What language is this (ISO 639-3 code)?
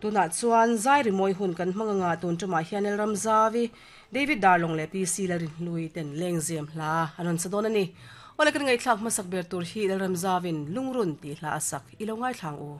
lus